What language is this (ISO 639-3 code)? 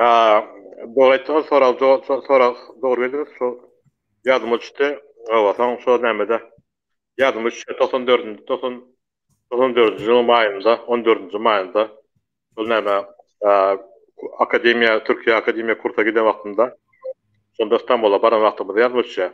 tuk